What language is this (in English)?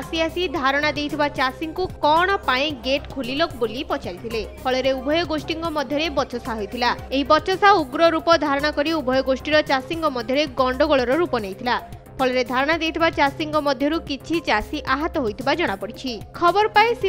Odia